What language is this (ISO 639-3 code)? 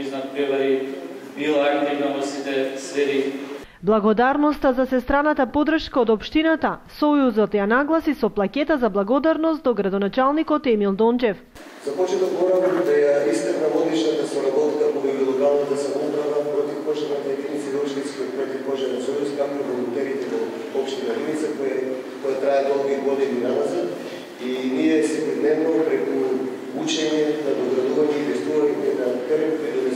mkd